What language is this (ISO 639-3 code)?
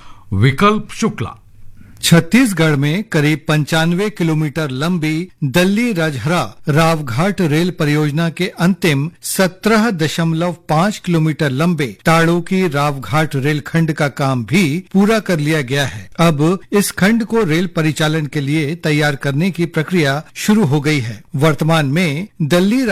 hin